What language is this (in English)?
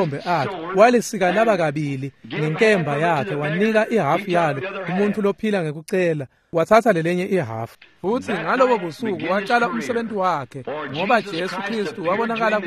Swati